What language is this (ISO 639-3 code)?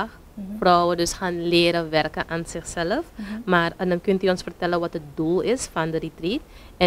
nld